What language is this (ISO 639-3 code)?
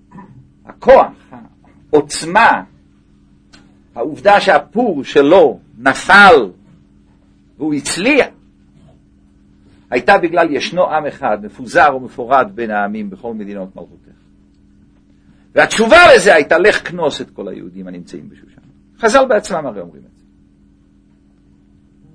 heb